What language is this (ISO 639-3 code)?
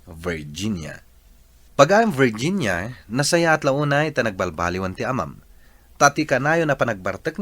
ilo